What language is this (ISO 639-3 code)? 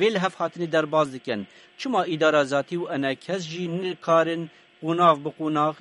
kur